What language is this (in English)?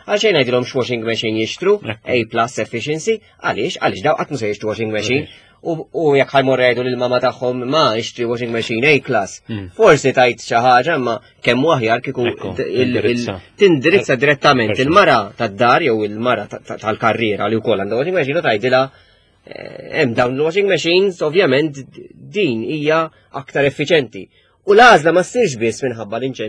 Maltese